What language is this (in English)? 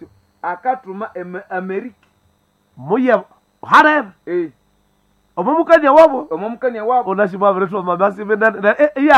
Swahili